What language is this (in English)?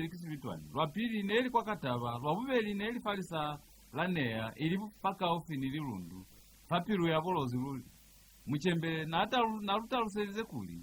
Lozi